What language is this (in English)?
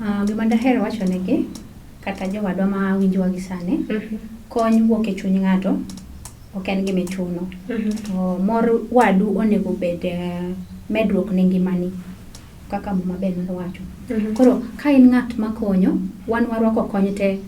Luo (Kenya and Tanzania)